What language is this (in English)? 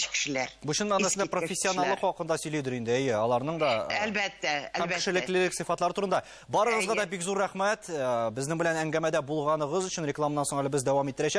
Tatar